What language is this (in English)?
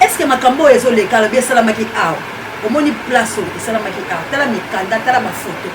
Lingala